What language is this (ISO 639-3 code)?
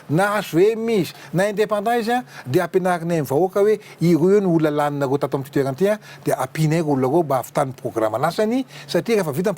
mlg